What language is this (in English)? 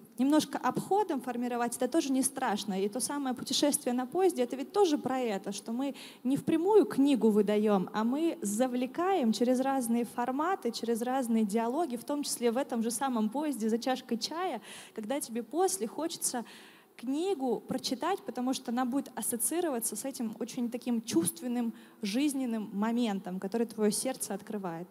Russian